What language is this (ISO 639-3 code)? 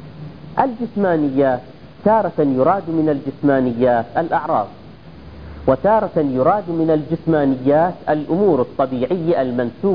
ara